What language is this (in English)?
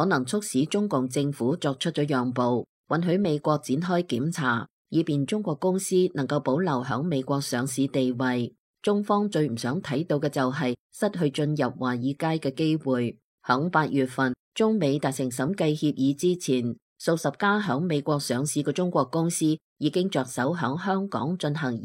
Cantonese